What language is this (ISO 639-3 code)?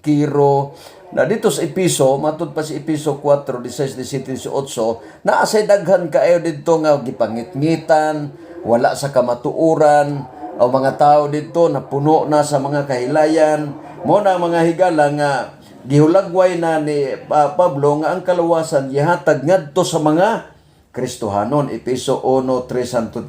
ceb